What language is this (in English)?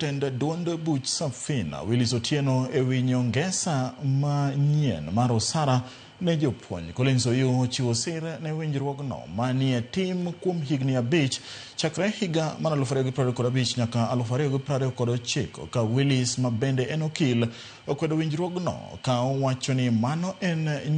Luo (Kenya and Tanzania)